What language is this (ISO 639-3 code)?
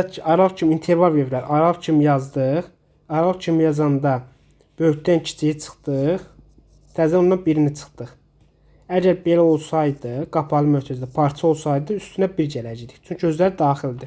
aze